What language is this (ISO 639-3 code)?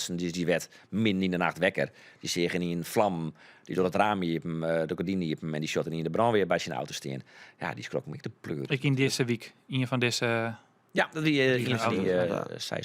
fry